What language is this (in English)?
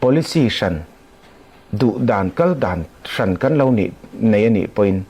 Falam Chin